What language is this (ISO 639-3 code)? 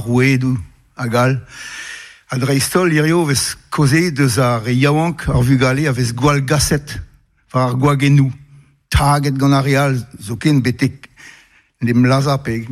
bre